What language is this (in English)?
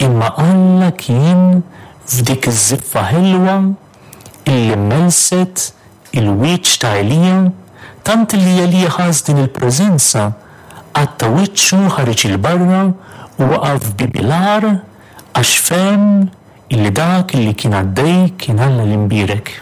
Maltese